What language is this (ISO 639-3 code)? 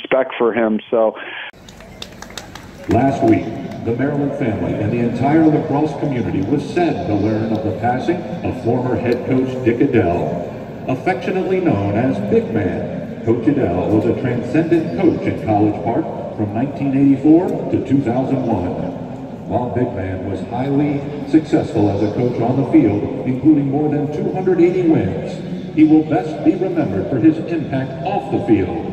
eng